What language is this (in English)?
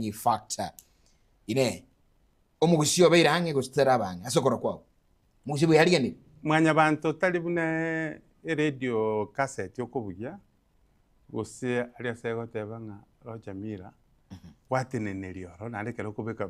Gusii